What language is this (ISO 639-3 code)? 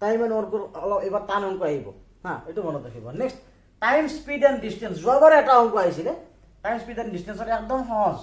asm